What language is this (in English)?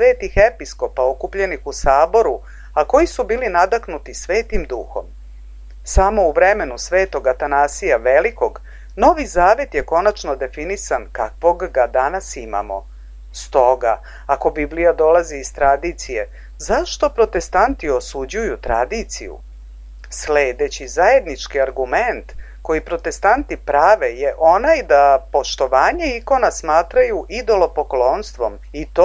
Serbian